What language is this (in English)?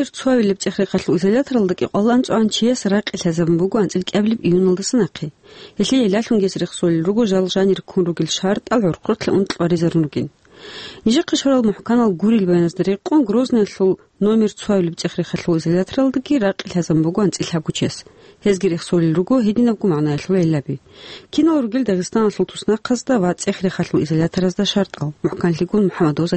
Avaric